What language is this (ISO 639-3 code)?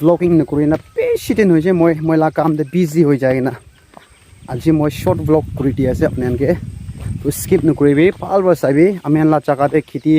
nag